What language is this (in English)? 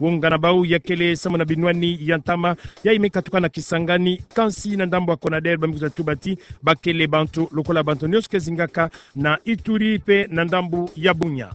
Kituba (Democratic Republic of Congo)